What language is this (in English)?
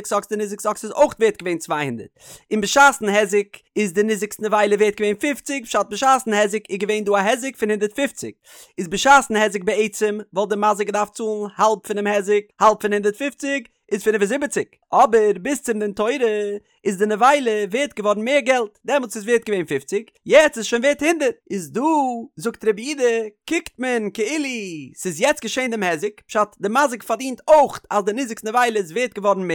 Yiddish